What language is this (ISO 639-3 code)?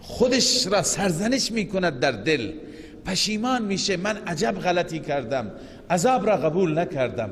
fas